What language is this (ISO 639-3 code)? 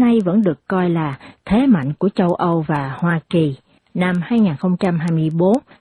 vie